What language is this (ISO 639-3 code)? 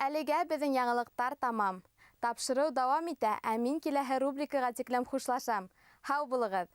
bak